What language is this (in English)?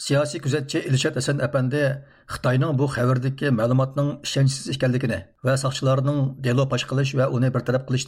Uyghur